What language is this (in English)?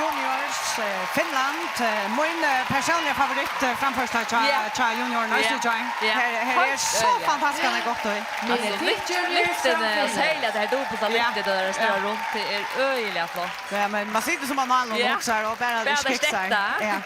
Faroese